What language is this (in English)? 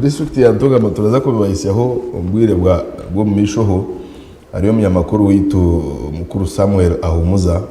Nyankole